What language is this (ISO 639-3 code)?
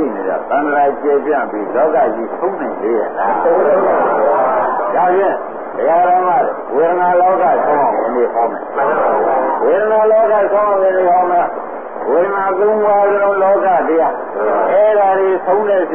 mya